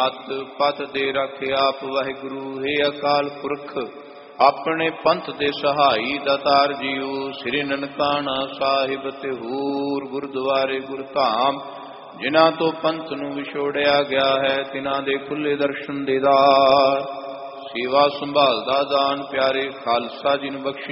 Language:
Punjabi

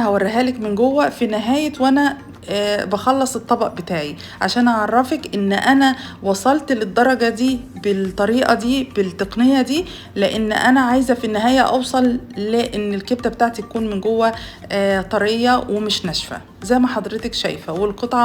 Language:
Egyptian Arabic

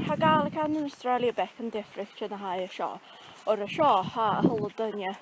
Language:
Scottish Gaelic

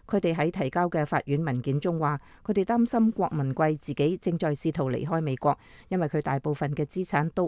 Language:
Cantonese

